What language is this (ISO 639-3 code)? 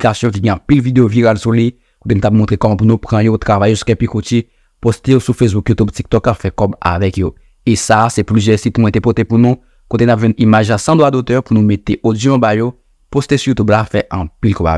hat